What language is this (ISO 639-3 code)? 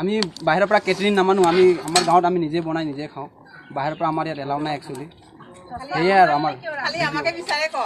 asm